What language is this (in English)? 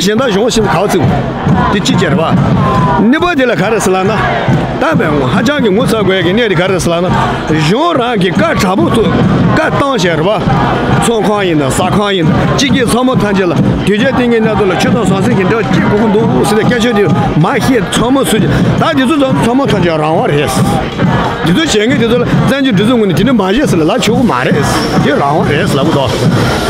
Tibetan